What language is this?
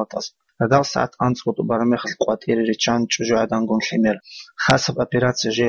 Avaric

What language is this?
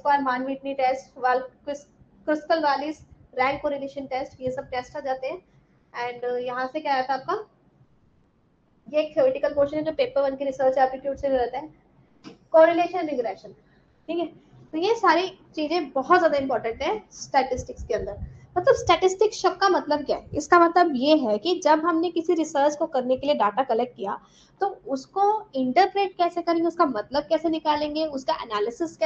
Hindi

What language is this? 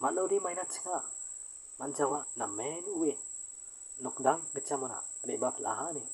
Garo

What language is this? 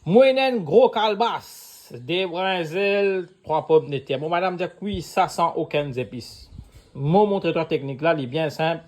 Morisyen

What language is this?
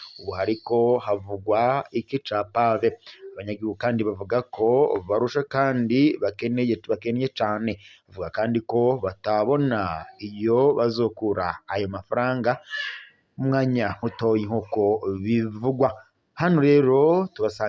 Rundi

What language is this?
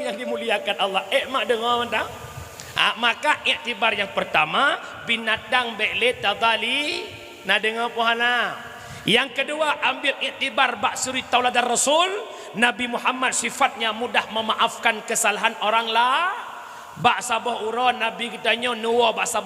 Achinese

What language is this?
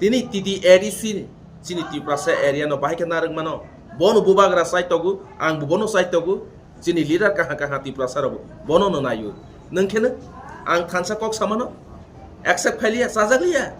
Kok Borok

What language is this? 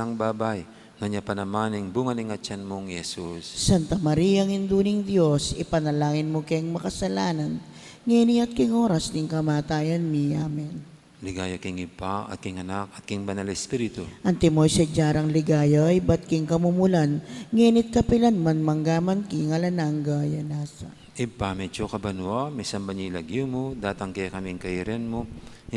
Pampanga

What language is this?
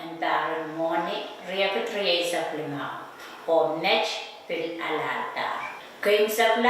Pohnpeian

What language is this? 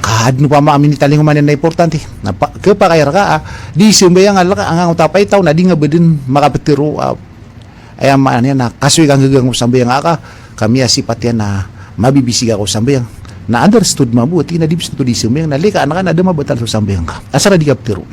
Maranao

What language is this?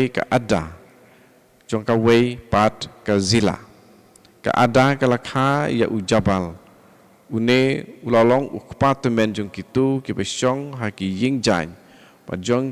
Khasi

